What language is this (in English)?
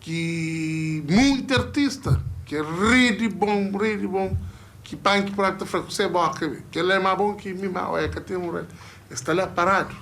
Kabuverdianu